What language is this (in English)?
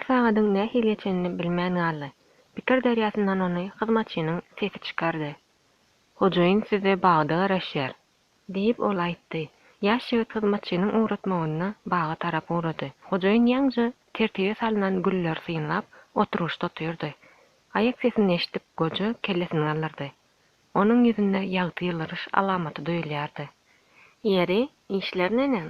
Turkmen